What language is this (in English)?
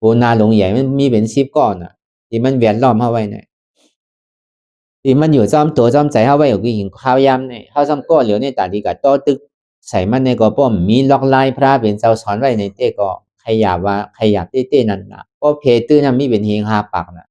Shan